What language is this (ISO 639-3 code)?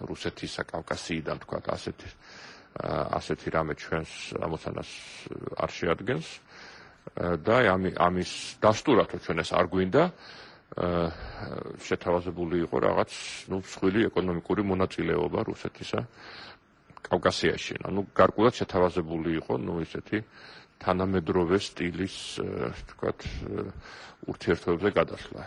kat